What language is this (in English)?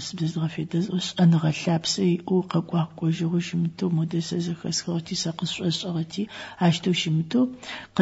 Adyghe